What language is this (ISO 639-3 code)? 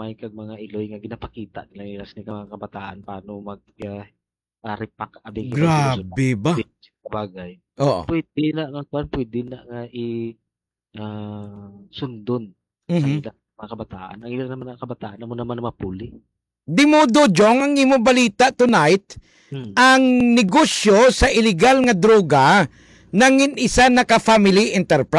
hil